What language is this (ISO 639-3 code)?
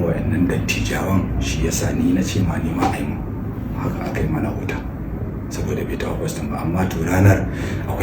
hau